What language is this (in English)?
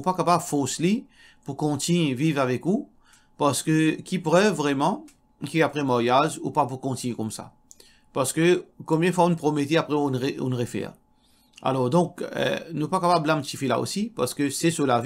Morisyen